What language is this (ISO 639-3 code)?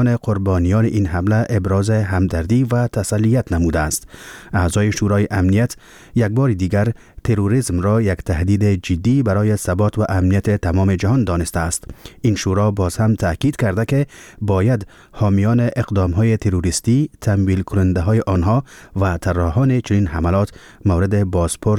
fas